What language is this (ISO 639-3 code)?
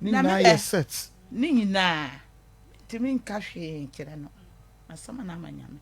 aka